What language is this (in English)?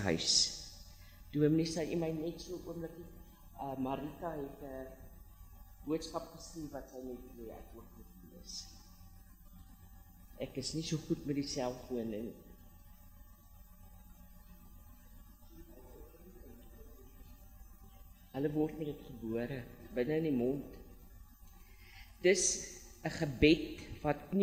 Afrikaans